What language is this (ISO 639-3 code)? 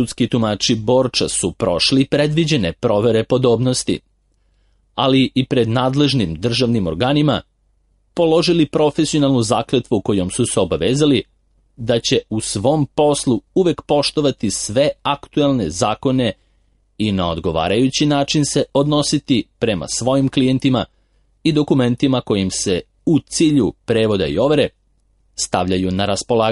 srp